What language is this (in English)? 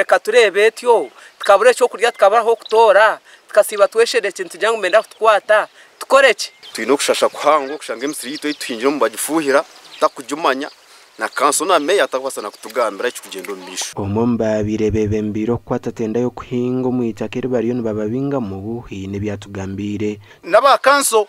Nyankole